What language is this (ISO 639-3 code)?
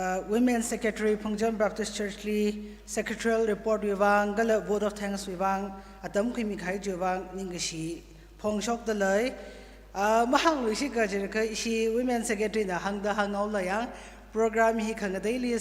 nmf